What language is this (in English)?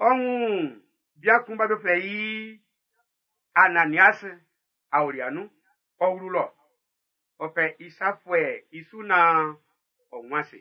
Baoulé